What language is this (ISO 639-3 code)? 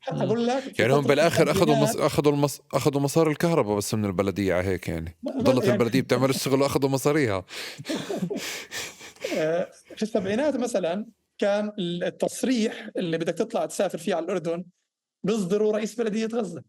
apc